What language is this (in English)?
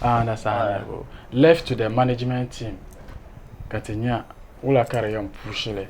Dagbani